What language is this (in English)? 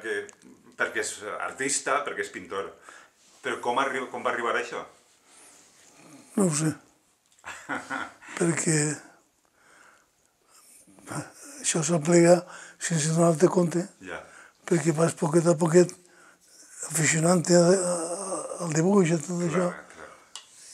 Catalan